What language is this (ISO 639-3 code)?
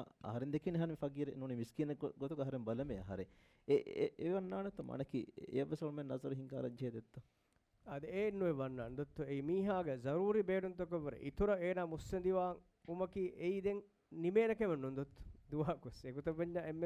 div